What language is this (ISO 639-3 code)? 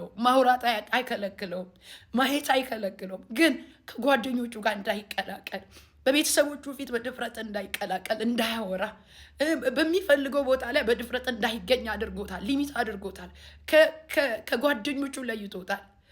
amh